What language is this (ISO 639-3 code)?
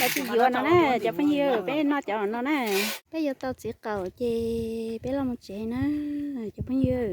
hmn